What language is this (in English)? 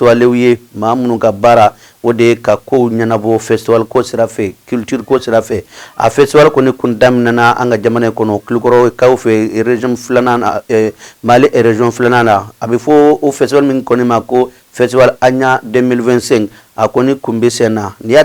Bambara